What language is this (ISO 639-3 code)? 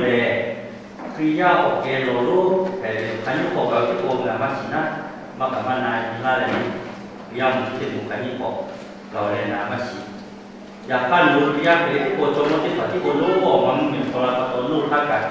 lhu